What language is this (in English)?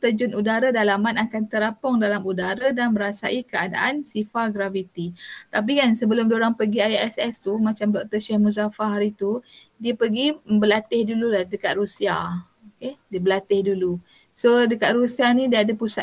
Malay